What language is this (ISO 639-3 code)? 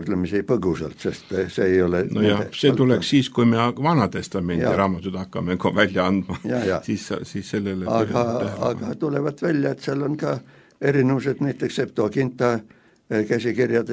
est